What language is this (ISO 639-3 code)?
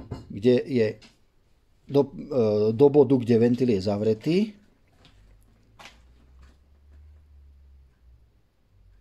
slk